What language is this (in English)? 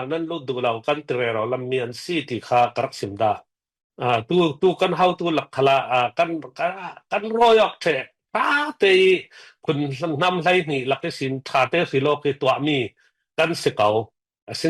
Falam Chin